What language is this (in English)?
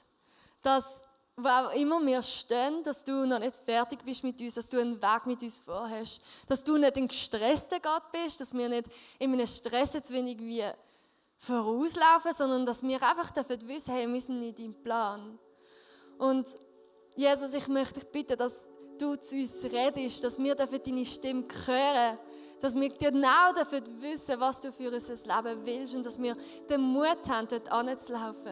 Swiss German